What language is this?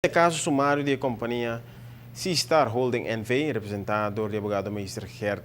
Papiamento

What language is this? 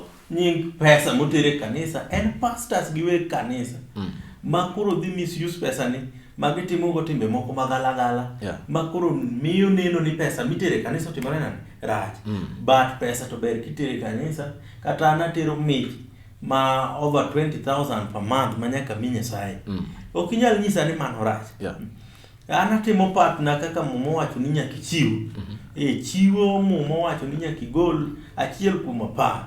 Luo (Kenya and Tanzania)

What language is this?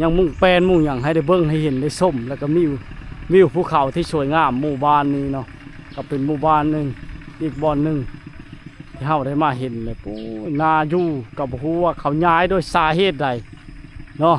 Lao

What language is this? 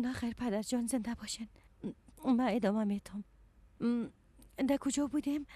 Persian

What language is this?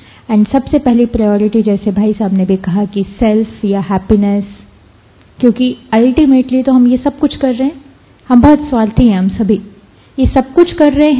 Hindi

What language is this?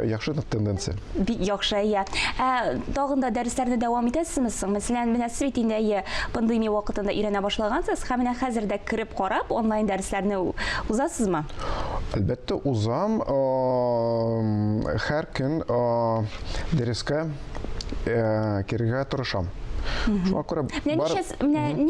Tatar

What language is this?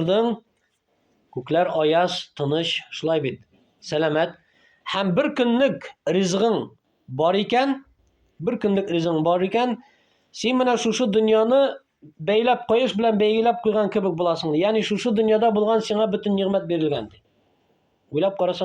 Tatar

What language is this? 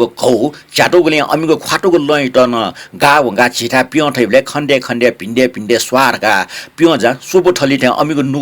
Newari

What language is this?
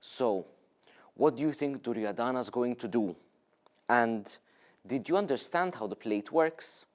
English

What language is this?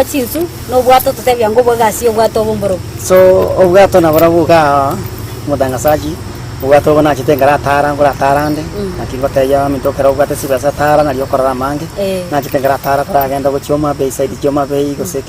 Gusii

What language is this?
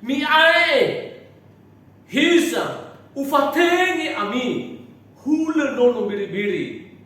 Nias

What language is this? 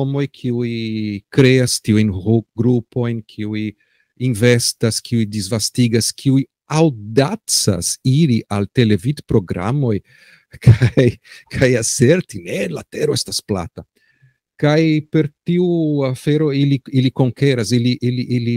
Esperanto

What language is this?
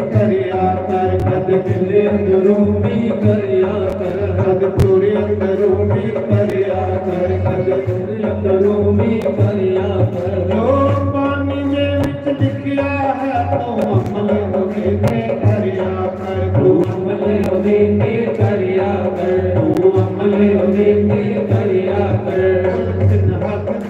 Dogri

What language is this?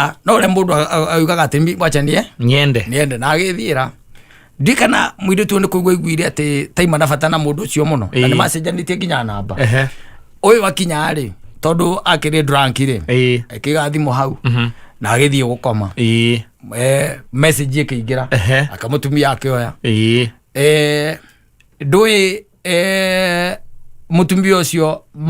Kikuyu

